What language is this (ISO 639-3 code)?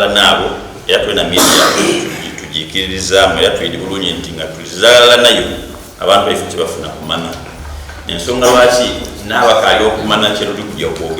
xog